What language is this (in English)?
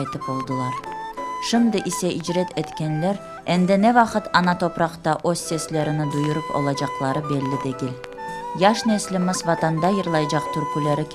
Crimean Tatar